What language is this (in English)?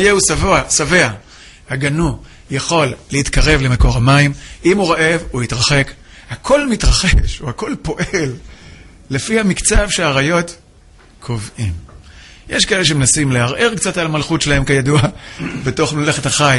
Hebrew